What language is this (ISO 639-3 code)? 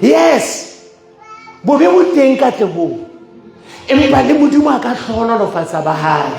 sot